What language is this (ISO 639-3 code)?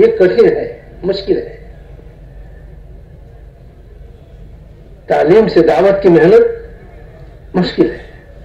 urd